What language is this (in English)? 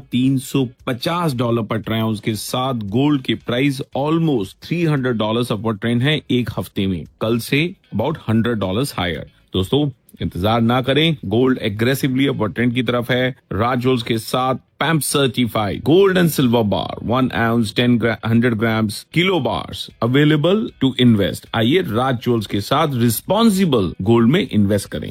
Hindi